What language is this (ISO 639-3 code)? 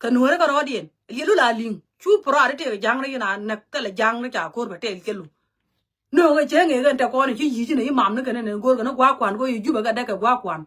nus